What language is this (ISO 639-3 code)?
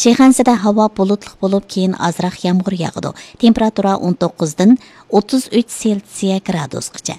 uig